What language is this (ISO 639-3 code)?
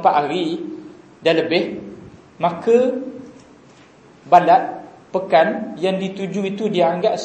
msa